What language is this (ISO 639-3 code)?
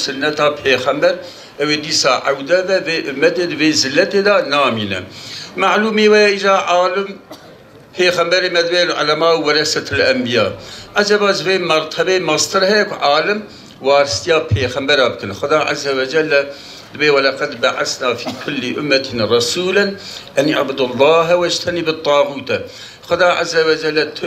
kur